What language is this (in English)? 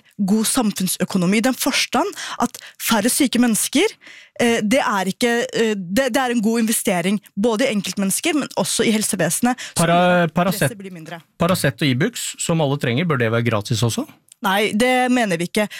Norwegian